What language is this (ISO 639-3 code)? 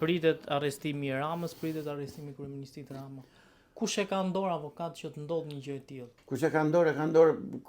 sqi